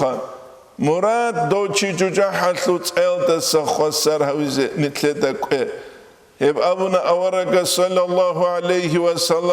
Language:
Avaric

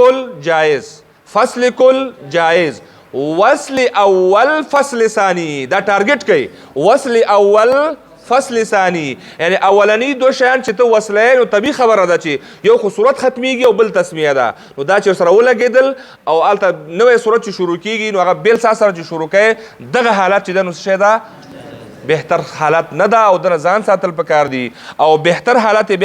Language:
Pashto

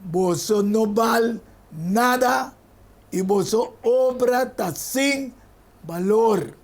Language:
Papiamento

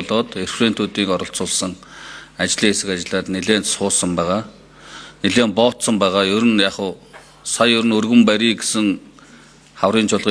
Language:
Mongolian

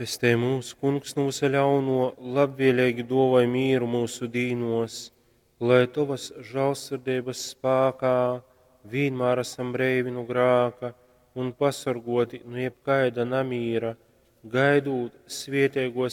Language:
Latgalian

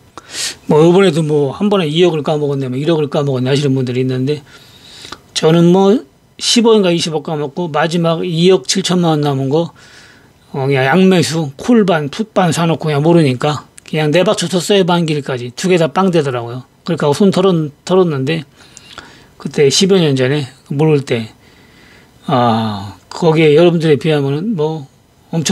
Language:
Korean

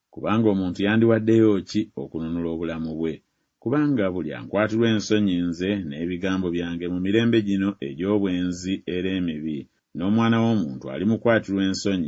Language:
Ganda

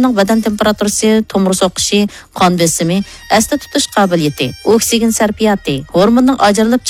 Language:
Uyghur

